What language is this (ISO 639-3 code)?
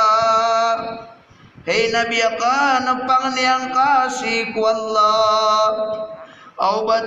mrw